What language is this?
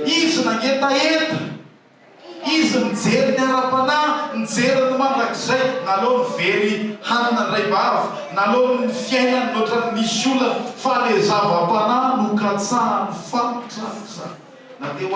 Malagasy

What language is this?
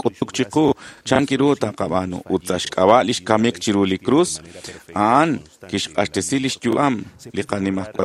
Kekchí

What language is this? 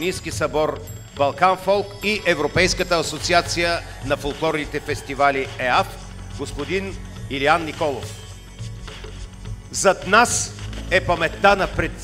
Bulgarian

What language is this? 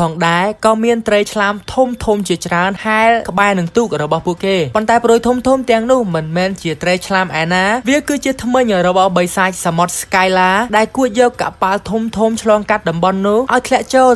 Khmer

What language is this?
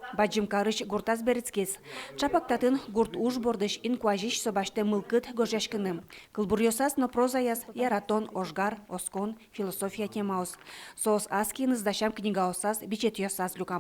Udmurt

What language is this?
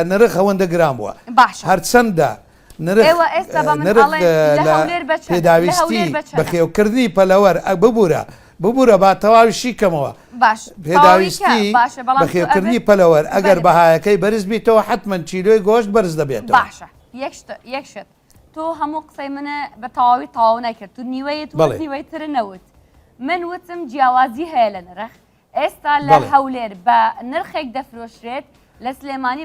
Central Kurdish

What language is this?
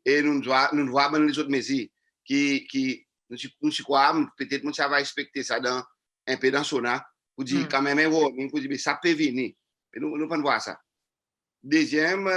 Seselwa Creole French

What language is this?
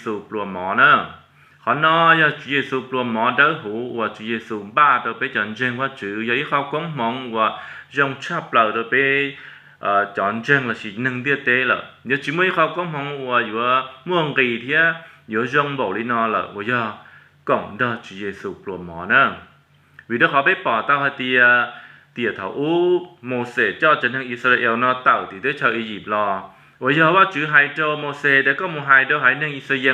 Hmong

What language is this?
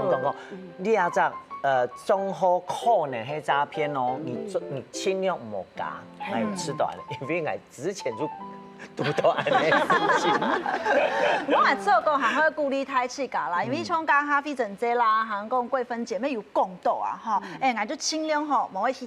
Hakka Chinese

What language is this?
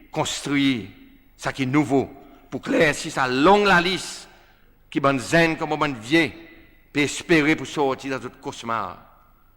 Seselwa Creole French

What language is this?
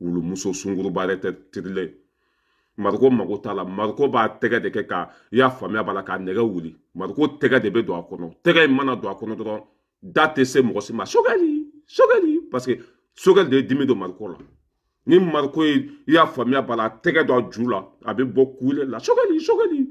Bambara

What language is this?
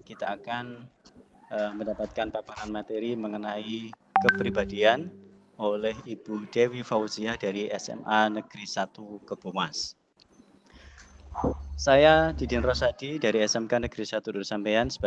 Indonesian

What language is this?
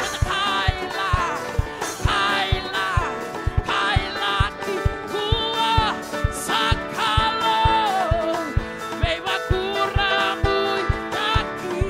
Fijian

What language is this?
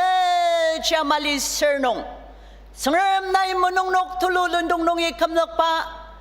Ao Naga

